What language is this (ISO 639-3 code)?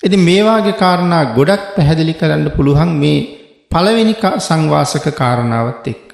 sin